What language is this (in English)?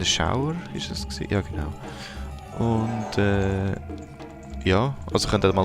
Swiss German